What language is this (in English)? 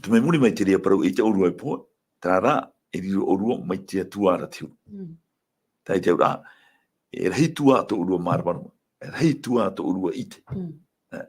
Tahitian